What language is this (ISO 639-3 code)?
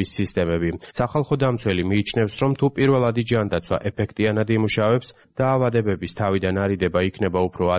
kat